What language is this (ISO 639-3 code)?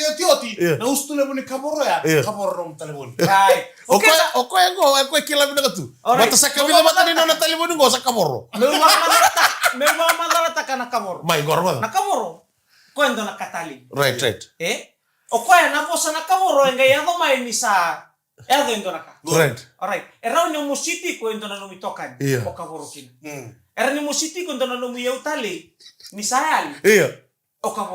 fij